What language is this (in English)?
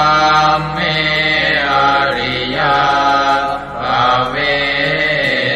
Pali